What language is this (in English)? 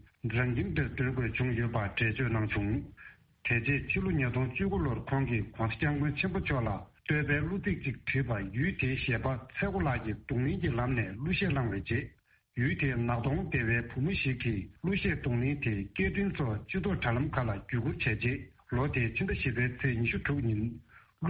Tibetan